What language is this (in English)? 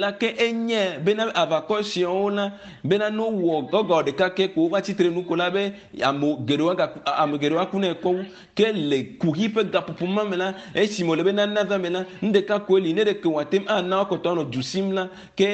Ewe